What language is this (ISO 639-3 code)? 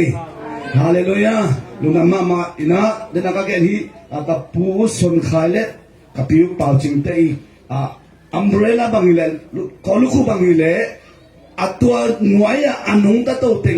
ctd